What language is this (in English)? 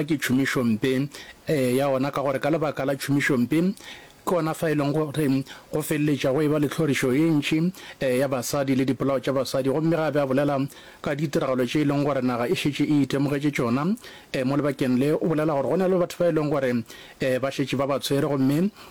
Northern Sotho